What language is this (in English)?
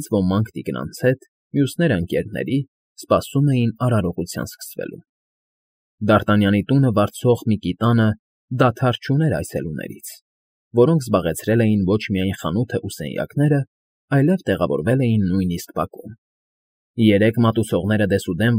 Armenian